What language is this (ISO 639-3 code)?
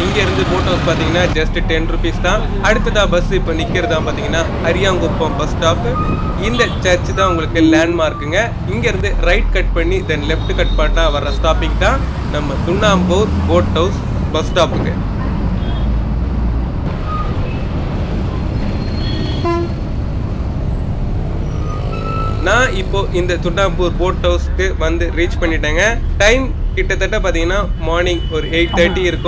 tam